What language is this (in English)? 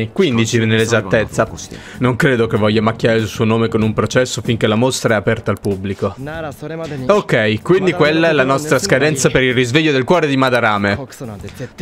Italian